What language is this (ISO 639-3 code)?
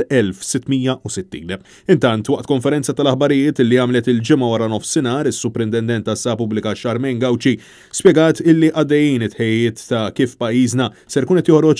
mlt